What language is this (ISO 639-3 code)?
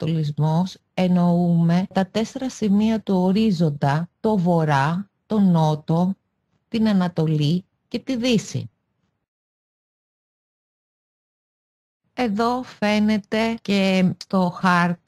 ell